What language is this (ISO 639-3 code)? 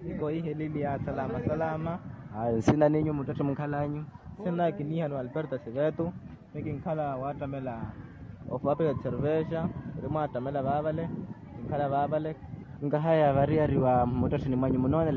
vmw